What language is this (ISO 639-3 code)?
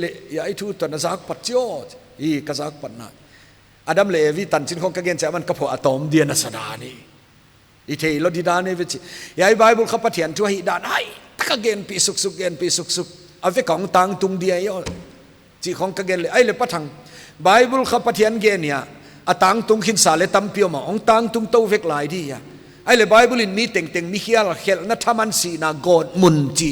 pck